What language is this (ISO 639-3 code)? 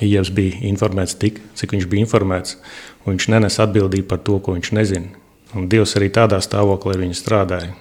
lav